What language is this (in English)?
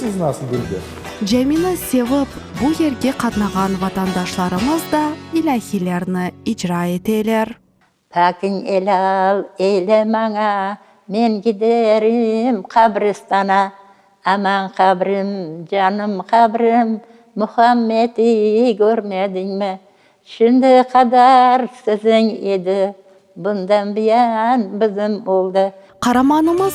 Crimean Tatar